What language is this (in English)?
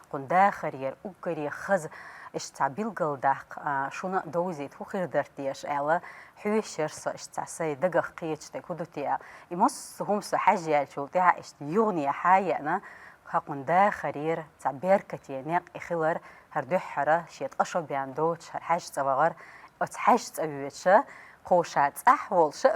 Chechen